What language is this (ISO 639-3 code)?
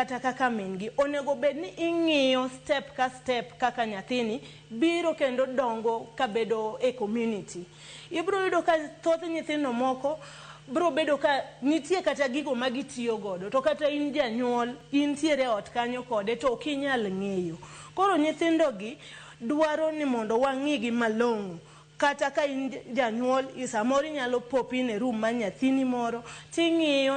luo